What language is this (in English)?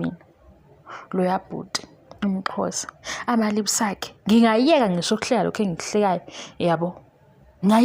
Zulu